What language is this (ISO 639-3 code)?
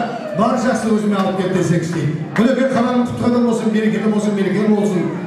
kaa